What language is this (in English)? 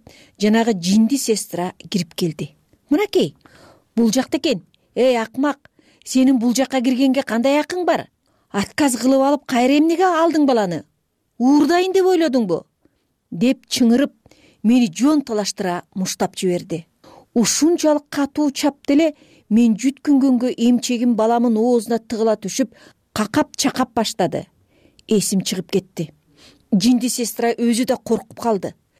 Kyrgyz